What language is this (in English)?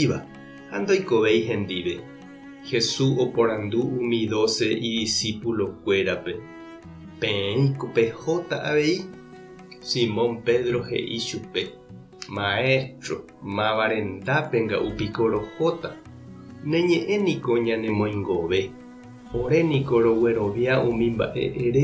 Guarani